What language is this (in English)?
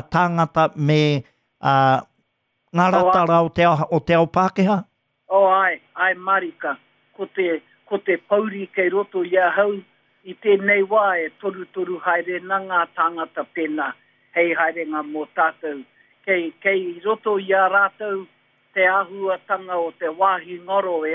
Māori